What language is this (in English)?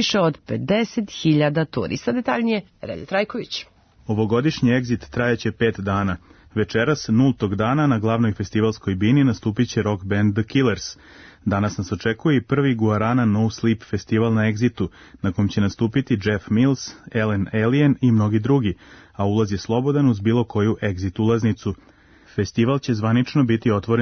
Serbian